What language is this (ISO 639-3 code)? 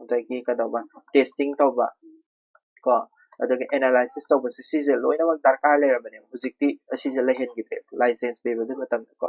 mni